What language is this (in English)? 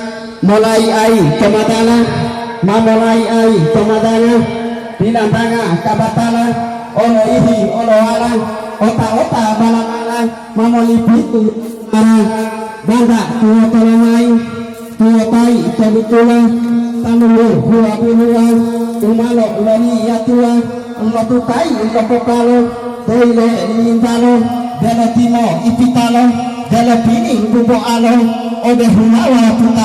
Gorontalo